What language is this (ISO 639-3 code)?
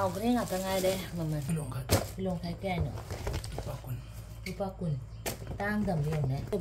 mni